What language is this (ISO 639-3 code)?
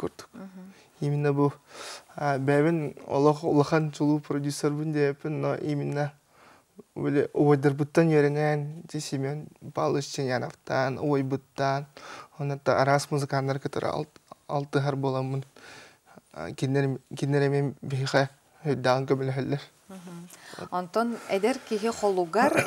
sah